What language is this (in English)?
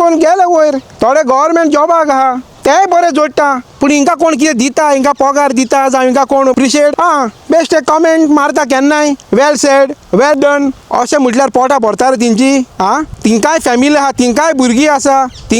Konkani